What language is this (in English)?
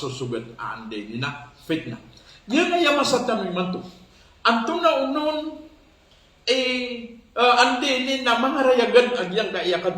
Maranao